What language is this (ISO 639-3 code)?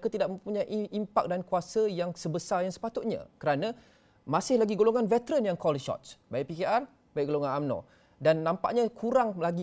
msa